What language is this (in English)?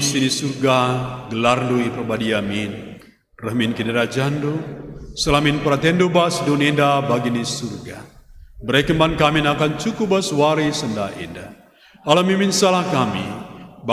Batak Karo